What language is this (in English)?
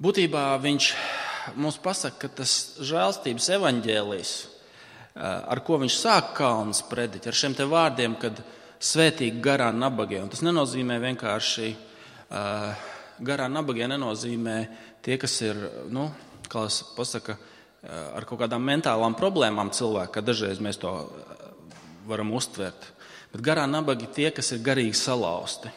Latvian